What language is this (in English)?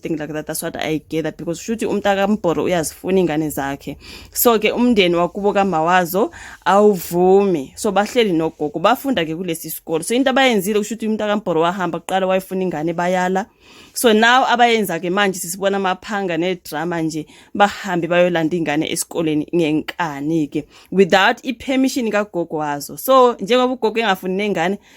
Zulu